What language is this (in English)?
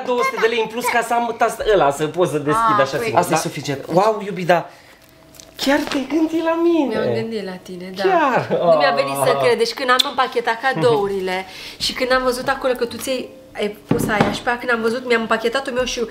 Romanian